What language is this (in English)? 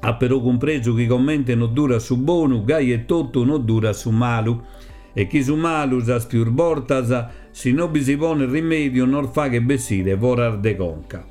Sardinian